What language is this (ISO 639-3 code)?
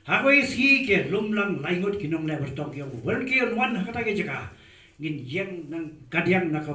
kha